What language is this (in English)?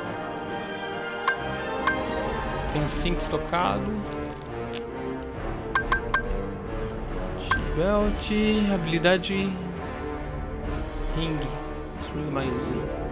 Portuguese